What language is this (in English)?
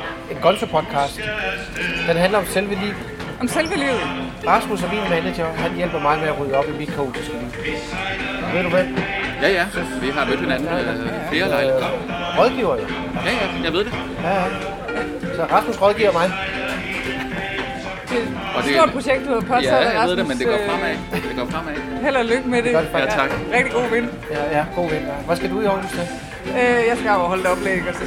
Danish